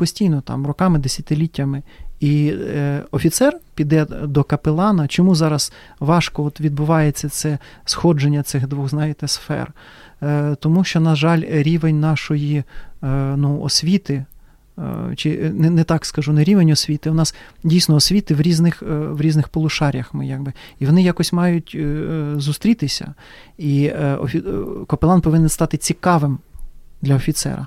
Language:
Ukrainian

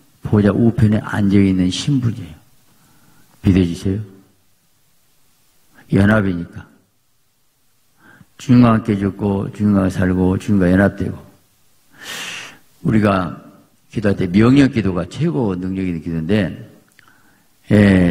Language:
Korean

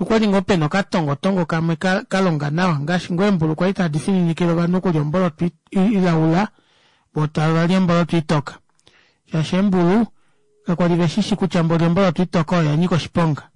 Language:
Kuanyama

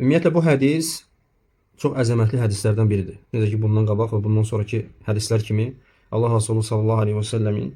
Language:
Azerbaijani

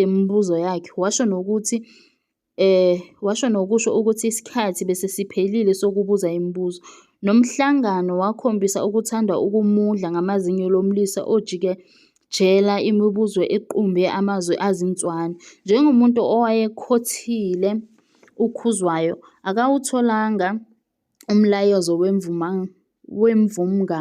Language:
Zulu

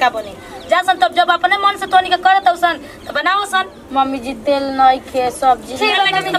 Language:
Bhojpuri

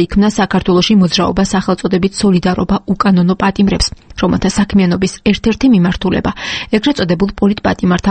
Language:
Georgian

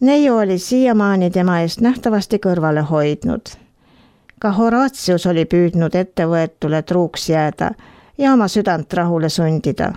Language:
Estonian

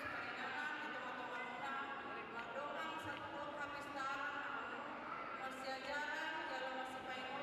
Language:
Batak Toba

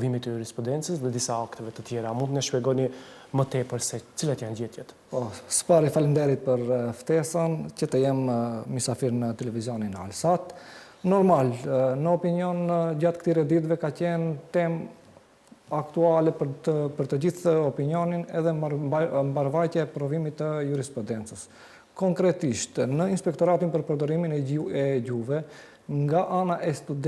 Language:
Albanian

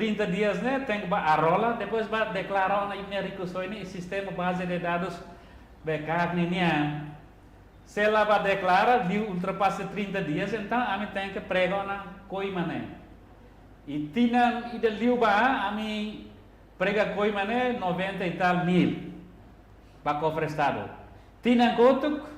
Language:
Tetum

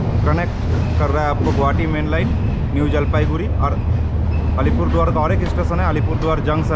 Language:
Hindi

